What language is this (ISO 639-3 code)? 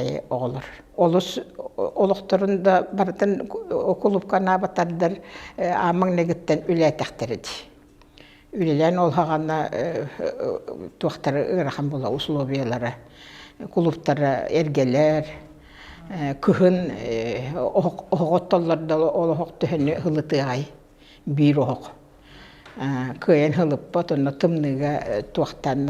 sah